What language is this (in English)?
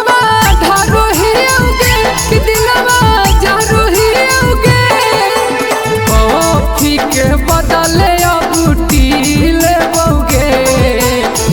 Bhojpuri